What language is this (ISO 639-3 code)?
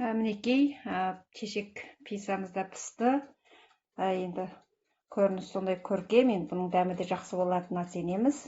kaz